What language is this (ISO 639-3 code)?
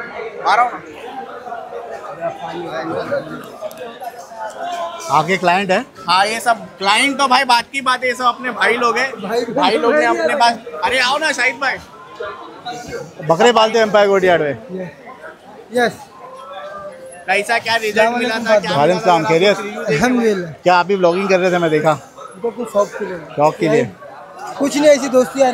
hin